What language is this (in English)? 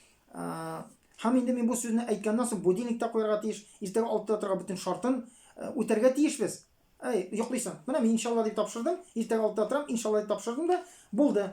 Tatar